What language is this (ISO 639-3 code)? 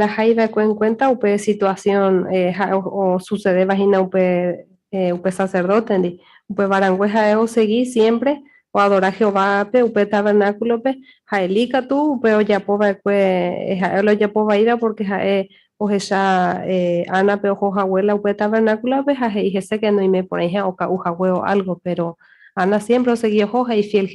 grn